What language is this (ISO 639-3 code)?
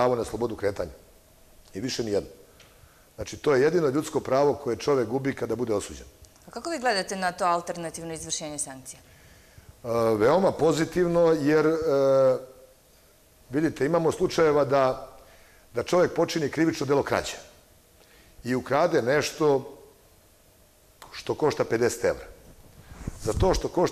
srp